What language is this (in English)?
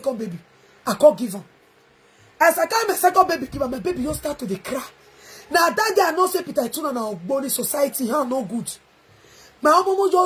Nigerian Pidgin